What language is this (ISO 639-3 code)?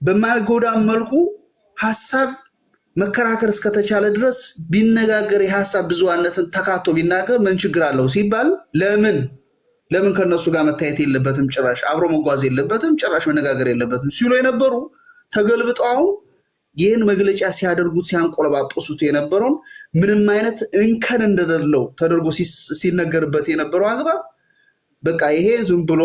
amh